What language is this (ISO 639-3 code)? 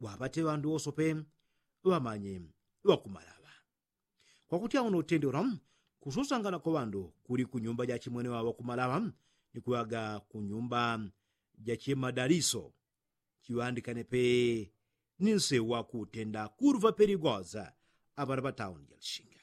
yao